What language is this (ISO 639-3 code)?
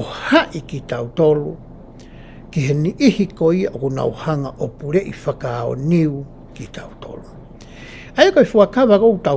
ton